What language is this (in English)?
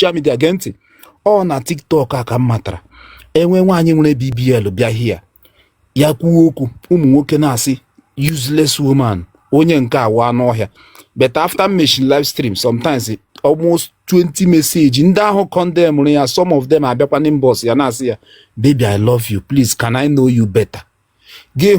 Igbo